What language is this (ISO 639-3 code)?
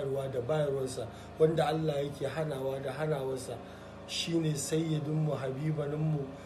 hau